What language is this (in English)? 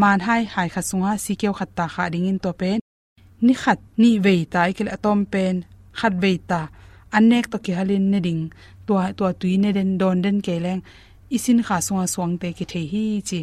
Tedim Chin